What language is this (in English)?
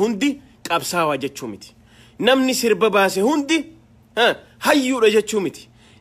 Oromo